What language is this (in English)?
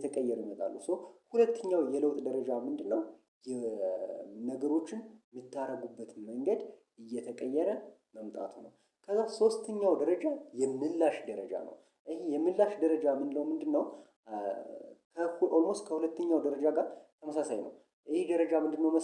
Amharic